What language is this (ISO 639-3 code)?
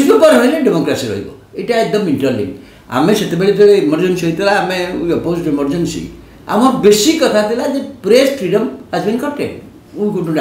ori